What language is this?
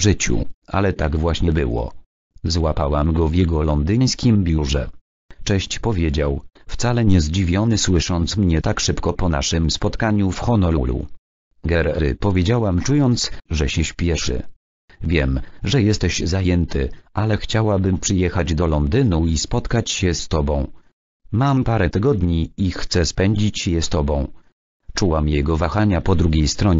Polish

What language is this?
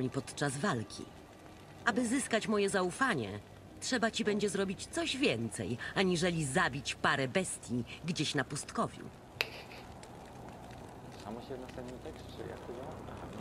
Polish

